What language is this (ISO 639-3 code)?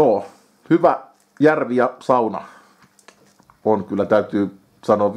fin